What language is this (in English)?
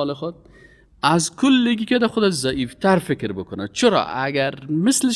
Persian